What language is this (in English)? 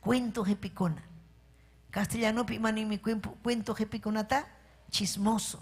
Ayacucho Quechua